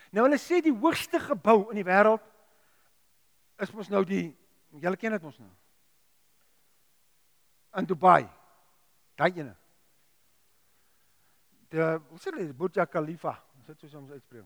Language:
Afrikaans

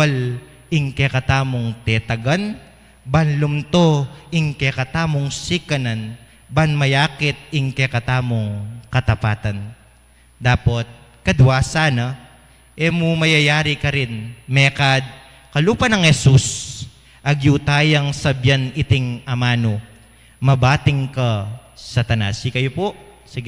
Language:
Pampanga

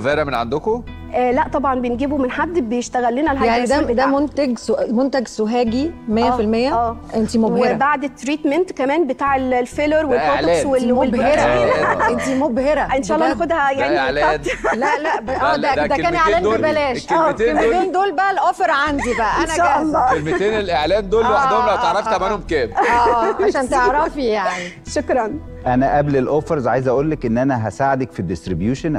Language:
Egyptian Arabic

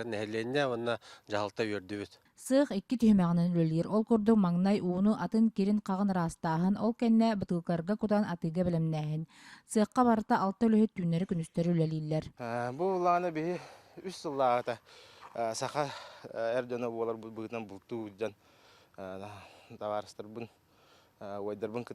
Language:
Yakut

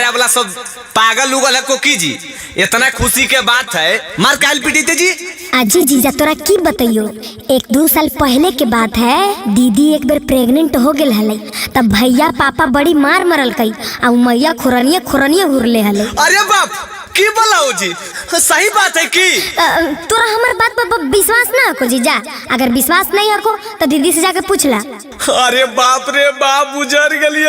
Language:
Magahi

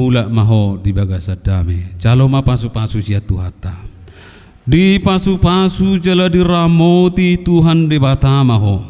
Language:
Batak Toba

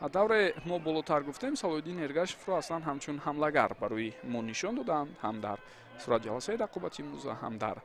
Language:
Tajik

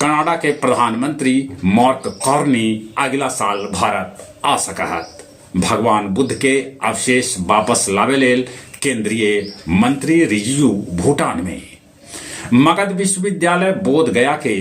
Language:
Magahi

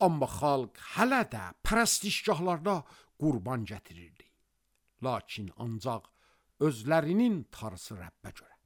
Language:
Azerbaijani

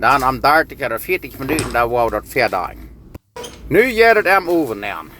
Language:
Plautdietsch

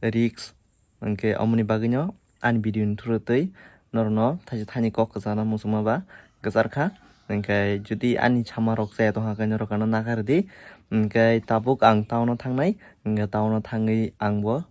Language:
Kok Borok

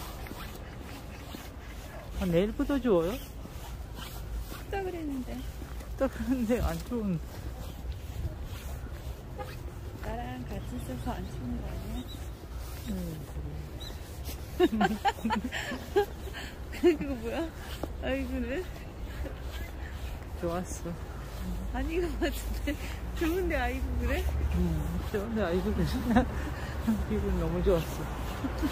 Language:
Korean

